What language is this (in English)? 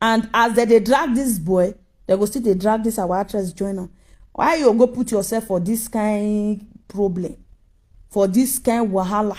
Nigerian Pidgin